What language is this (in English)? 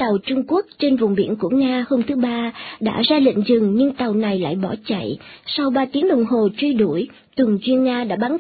Vietnamese